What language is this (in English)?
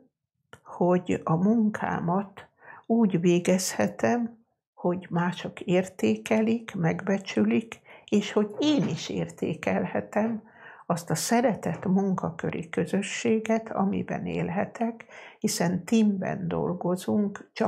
Hungarian